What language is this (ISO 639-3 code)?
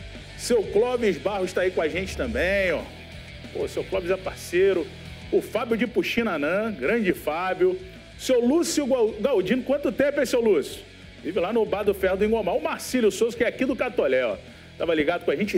por